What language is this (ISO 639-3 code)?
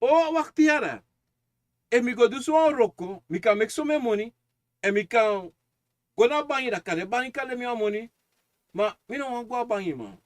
srn